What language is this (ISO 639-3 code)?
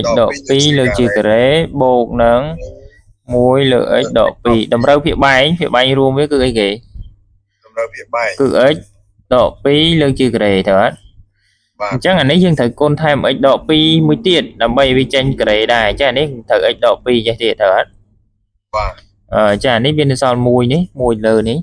khm